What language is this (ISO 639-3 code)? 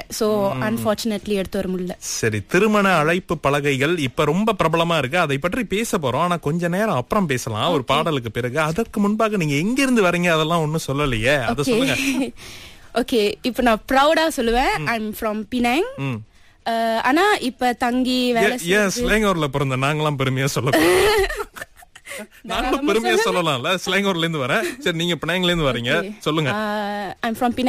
tam